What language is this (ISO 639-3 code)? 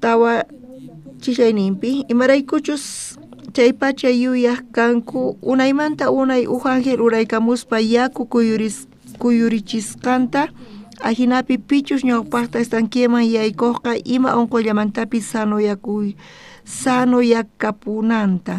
quh